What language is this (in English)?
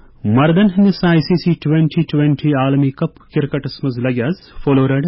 Kashmiri